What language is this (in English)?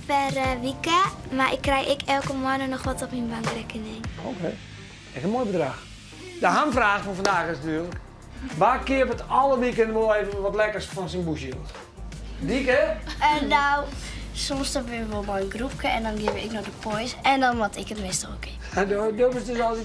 Western Frisian